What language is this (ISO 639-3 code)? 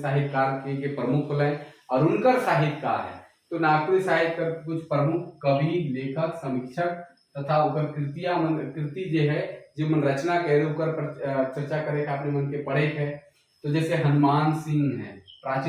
sck